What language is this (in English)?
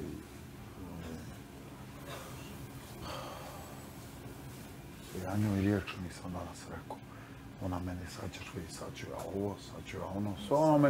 Bosnian